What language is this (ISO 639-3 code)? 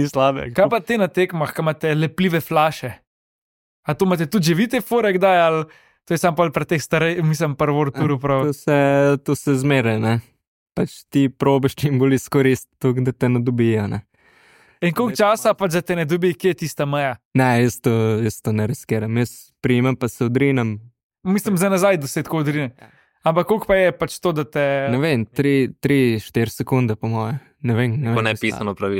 slv